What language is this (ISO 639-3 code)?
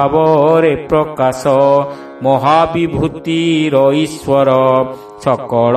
ori